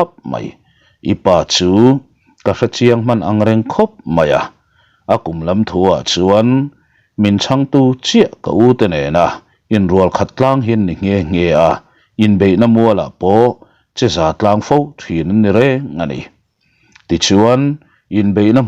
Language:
Mizo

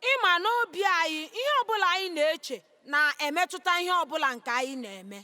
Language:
Igbo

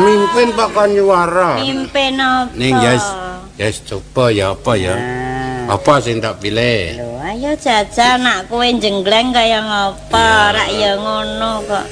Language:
Javanese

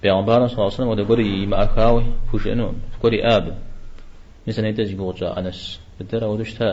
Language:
Kabardian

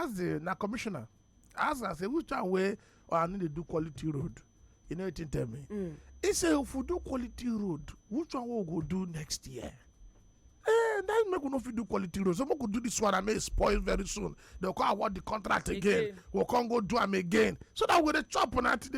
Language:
Nigerian Pidgin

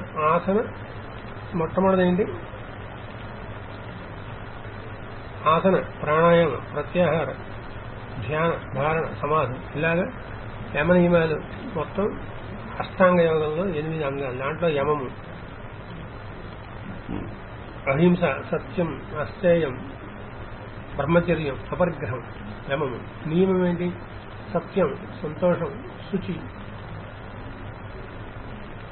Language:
Telugu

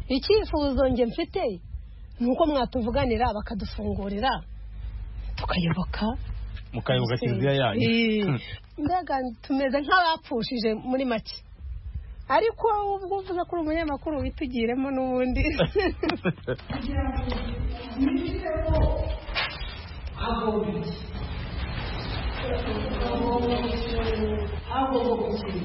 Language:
Kinyarwanda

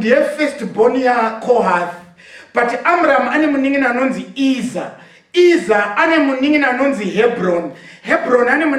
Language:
Shona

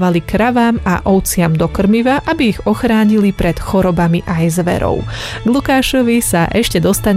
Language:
Slovak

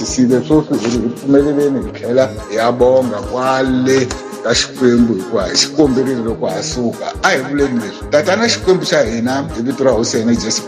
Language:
Tsonga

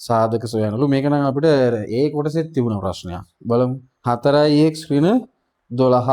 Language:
Sinhala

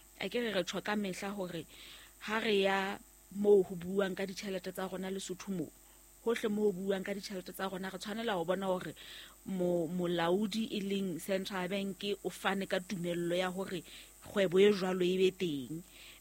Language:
Southern Sotho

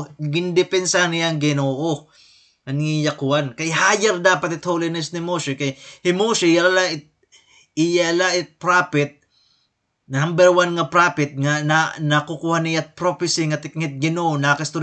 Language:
Waray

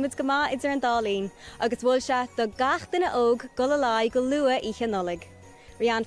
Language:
Irish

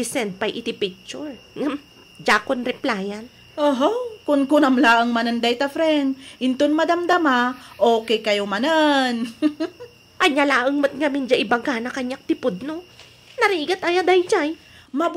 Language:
Iloko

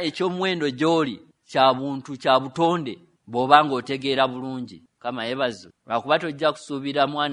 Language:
Ganda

